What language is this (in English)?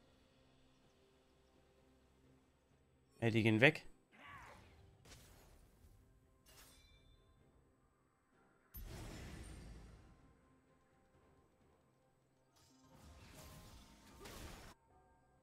German